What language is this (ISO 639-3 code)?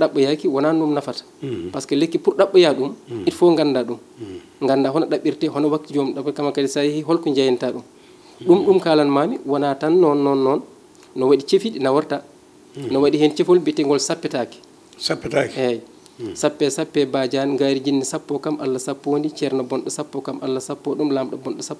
ful